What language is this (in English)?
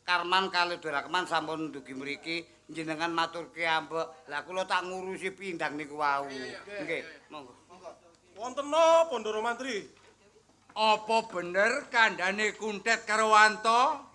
Javanese